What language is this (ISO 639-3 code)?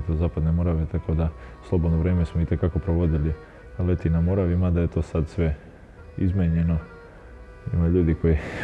srp